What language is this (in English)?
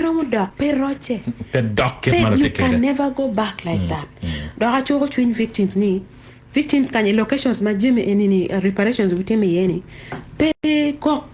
Acoli